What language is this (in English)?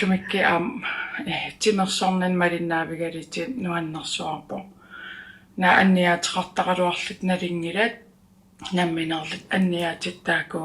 Kalaallisut